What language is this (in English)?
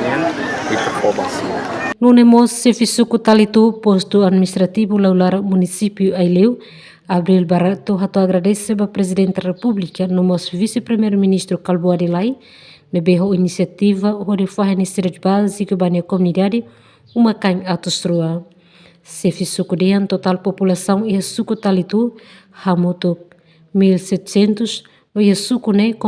Tetum